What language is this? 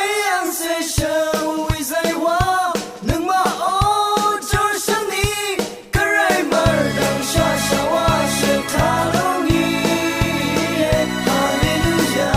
Rawang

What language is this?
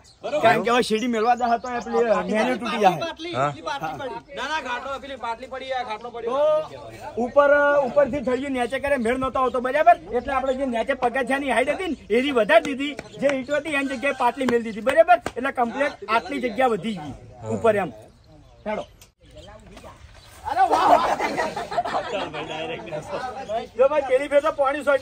Gujarati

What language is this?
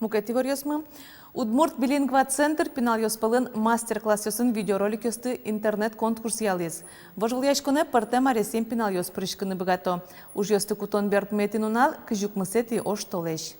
Udmurt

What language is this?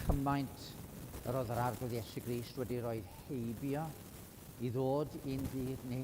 Welsh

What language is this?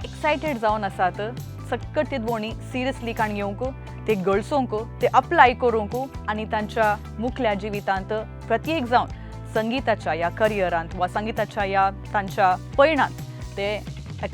Konkani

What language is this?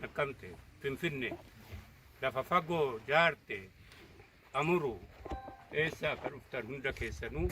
Oromo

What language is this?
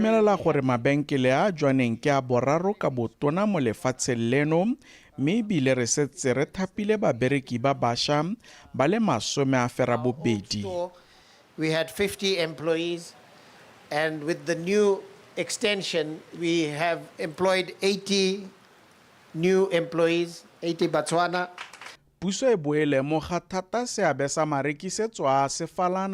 Tswana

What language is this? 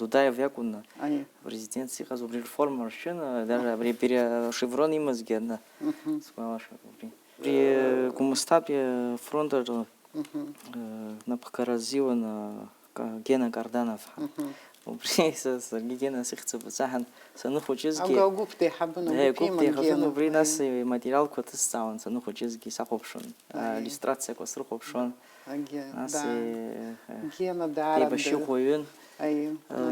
Abkhazian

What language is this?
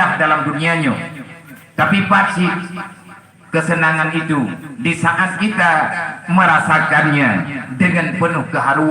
Achinese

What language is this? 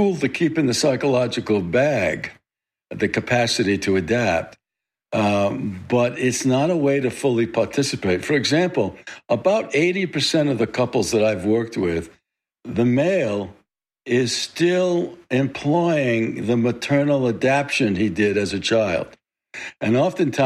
English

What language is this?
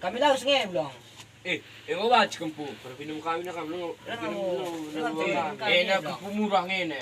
Batak Karo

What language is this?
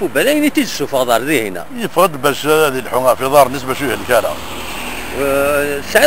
Kabyle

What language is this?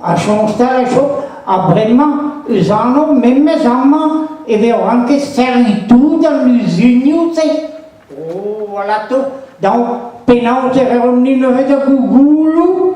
Breton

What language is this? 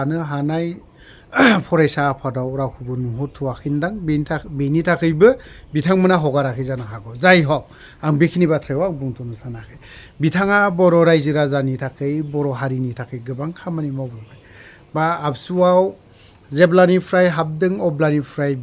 Bodo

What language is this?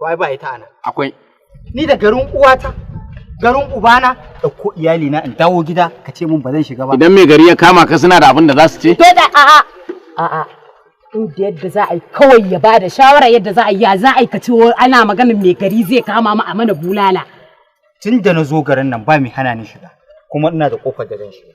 Hausa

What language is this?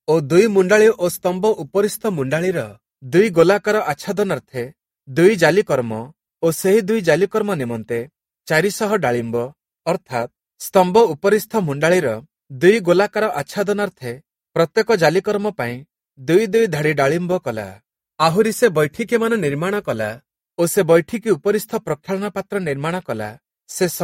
Odia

